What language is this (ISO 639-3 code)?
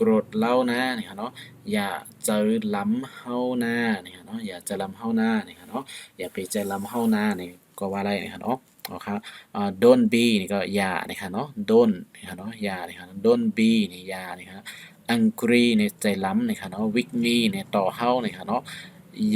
shn